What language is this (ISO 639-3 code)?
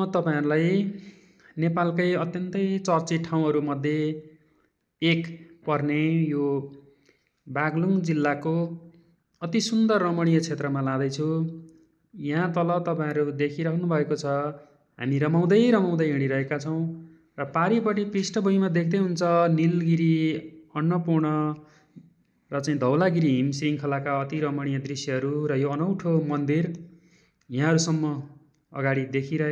nep